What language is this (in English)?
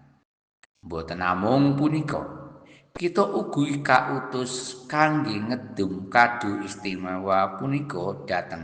Javanese